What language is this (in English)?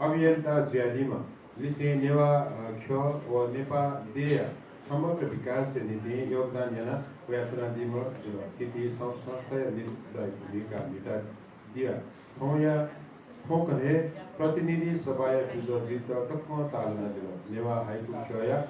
Newari